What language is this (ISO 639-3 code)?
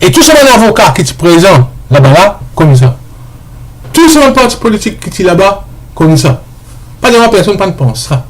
mfe